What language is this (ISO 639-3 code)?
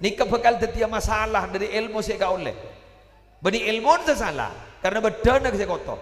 mad